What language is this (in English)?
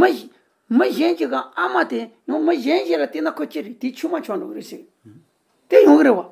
Tibetan